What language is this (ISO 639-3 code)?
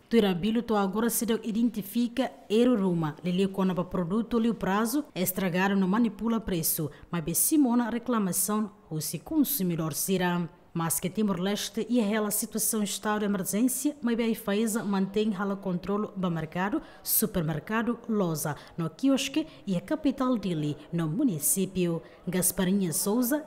tet